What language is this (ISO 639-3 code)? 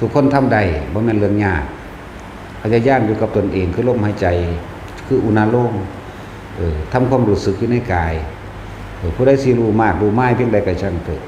tts